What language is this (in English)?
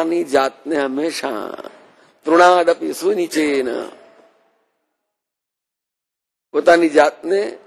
Gujarati